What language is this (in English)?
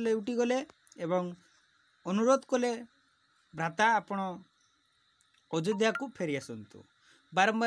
Odia